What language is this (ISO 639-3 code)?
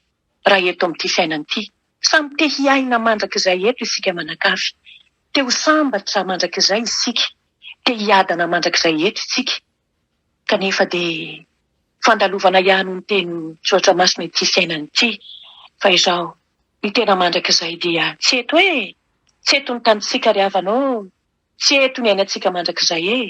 mlg